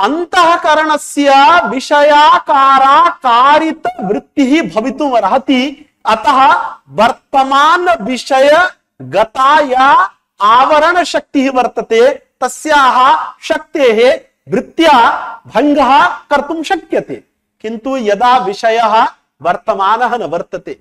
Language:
Sanskrit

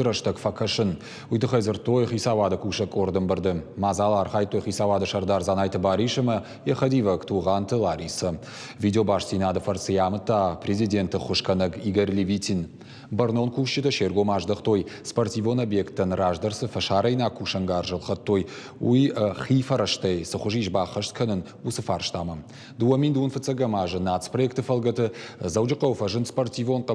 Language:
Ossetic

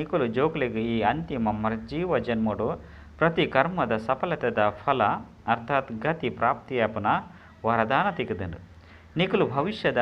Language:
Tulu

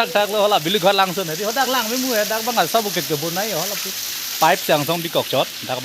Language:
Karbi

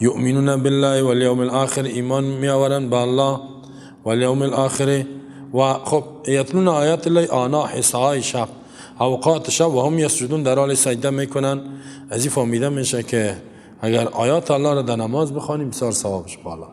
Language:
Persian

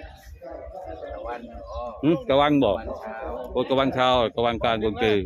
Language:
Northeastern Thai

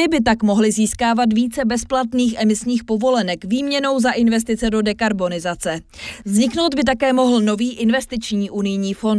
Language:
Czech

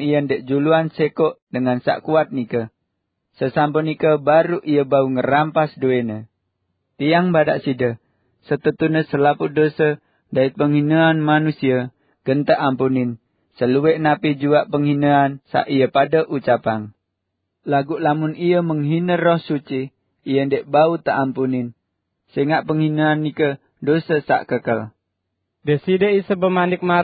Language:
Sasak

